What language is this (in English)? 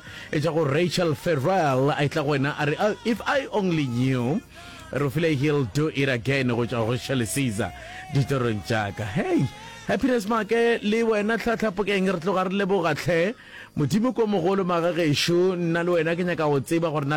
Northern Sotho